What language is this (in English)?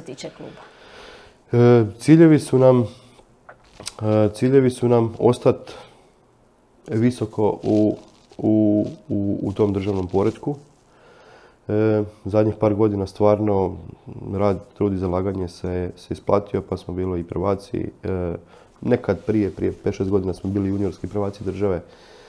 Croatian